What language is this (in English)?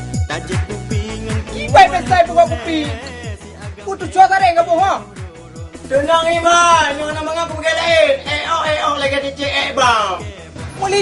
Achinese